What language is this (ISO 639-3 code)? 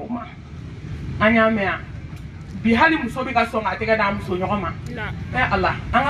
bam